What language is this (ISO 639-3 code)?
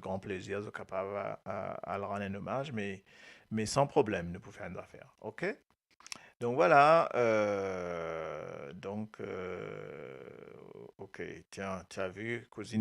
mfe